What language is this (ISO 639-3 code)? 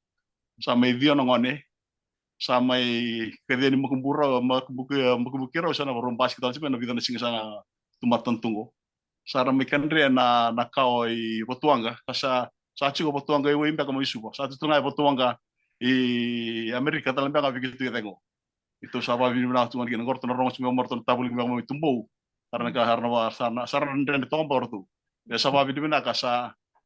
fij